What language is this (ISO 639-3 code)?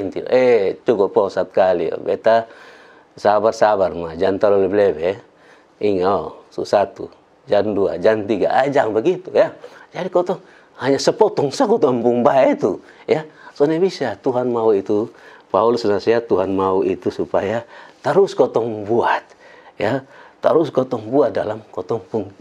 mkn